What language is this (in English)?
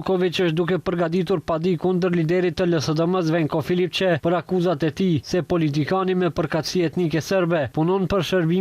Albanian